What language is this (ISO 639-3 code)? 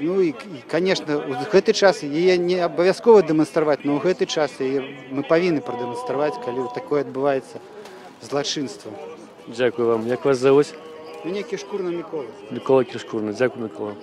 bel